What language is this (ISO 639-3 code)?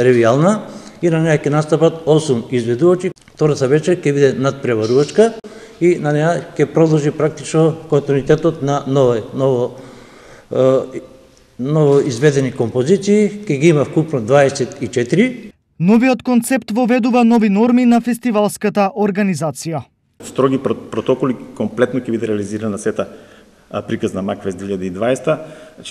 mkd